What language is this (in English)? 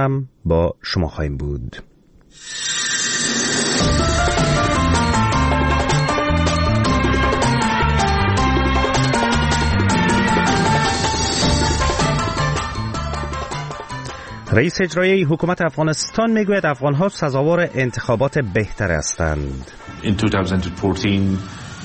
Persian